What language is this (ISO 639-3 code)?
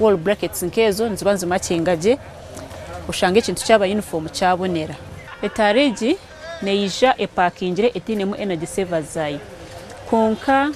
nyn